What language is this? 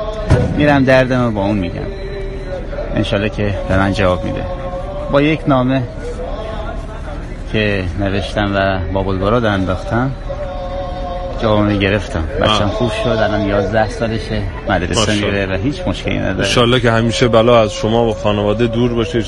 Persian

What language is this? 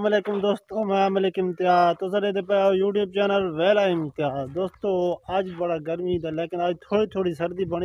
Saraiki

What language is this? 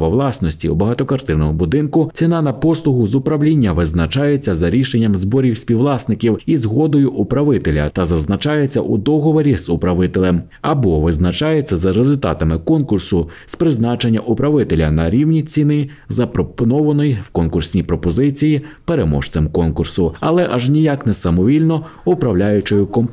Ukrainian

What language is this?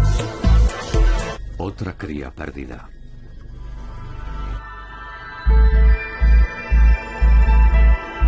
Spanish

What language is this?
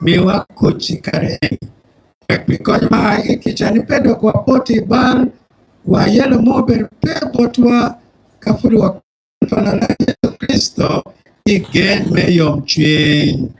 Acoli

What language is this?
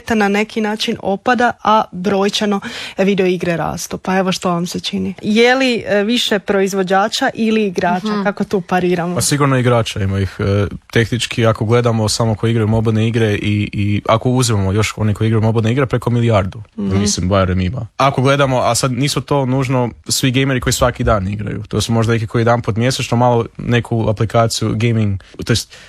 Croatian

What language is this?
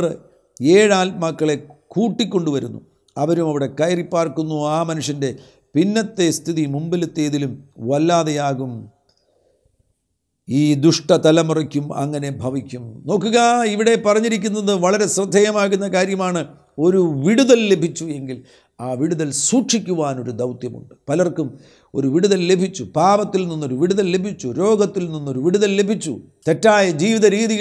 Malayalam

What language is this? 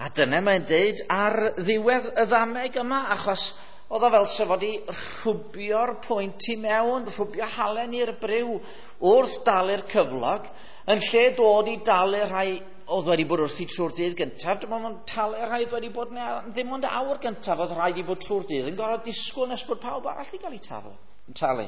Welsh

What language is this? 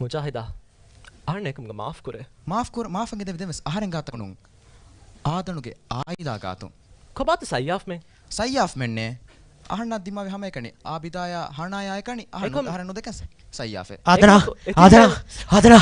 Divehi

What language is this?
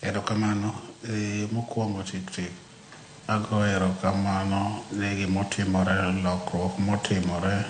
Luo (Kenya and Tanzania)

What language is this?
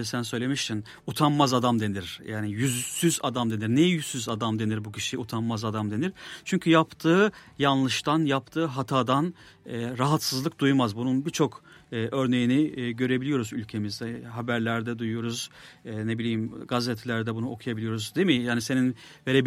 Turkish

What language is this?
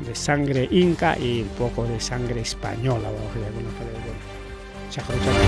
Ayacucho Quechua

